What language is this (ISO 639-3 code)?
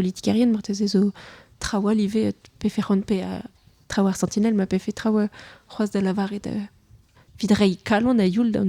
bre